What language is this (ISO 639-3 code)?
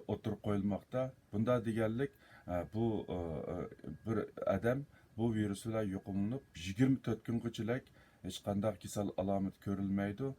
uig